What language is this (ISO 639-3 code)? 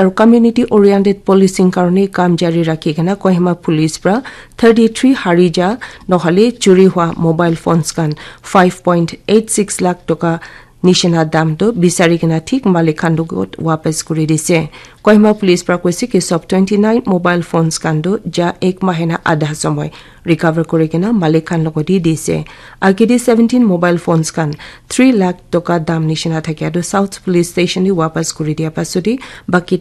nag